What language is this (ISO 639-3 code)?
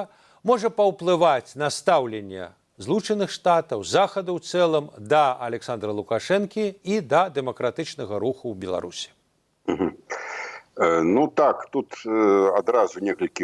bel